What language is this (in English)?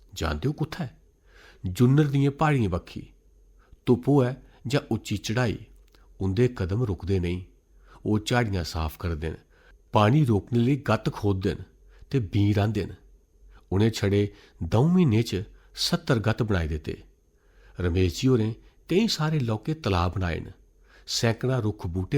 Dogri